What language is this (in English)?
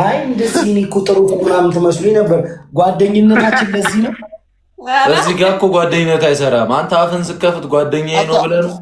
Amharic